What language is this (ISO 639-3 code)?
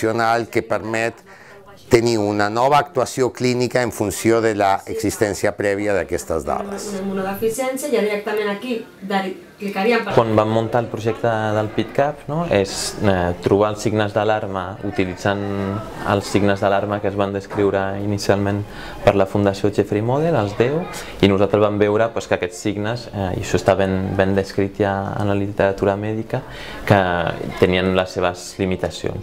cat